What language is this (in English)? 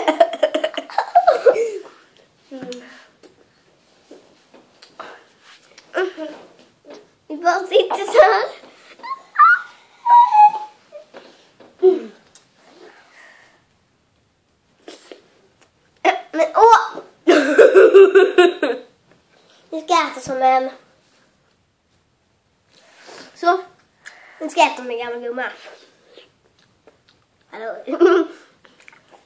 Swedish